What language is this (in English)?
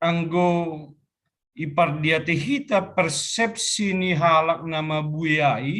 Batak Simalungun